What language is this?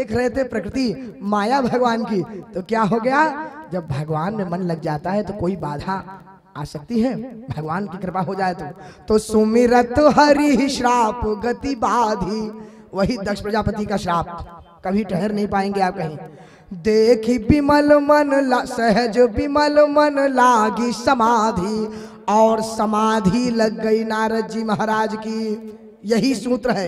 Hindi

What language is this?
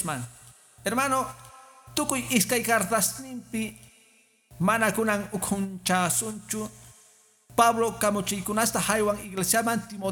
Quechua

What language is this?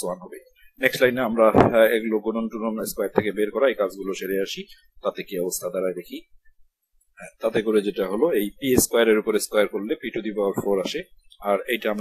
Bangla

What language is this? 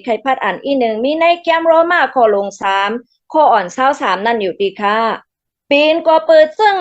Shan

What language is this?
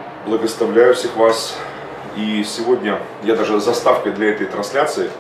Russian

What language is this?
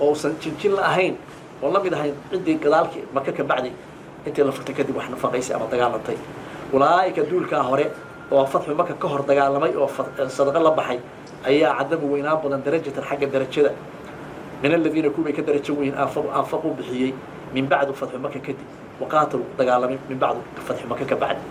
Somali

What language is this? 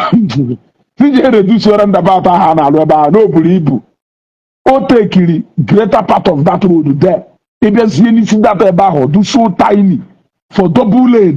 Igbo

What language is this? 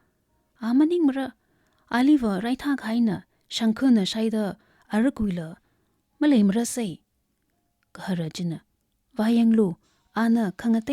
Tangkhul Naga (India)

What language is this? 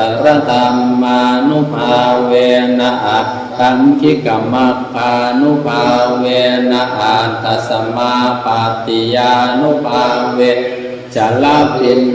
Pali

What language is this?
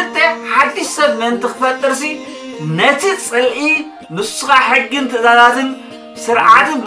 Tigrinya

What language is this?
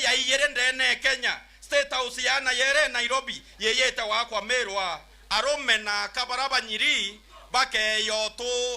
Meru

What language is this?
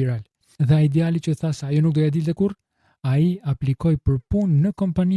Albanian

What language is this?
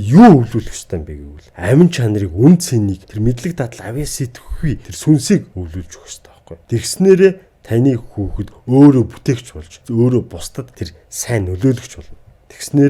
Mongolian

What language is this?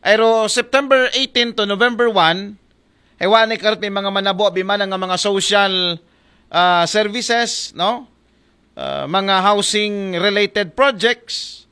Aklanon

